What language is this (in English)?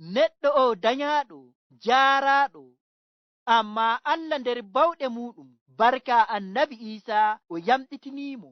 Nigerian Fulfulde